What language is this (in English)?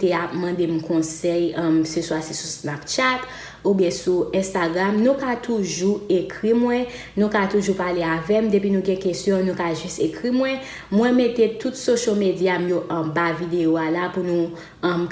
Haitian Creole